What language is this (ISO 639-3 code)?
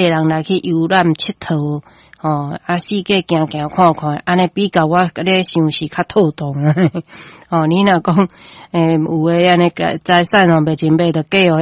nan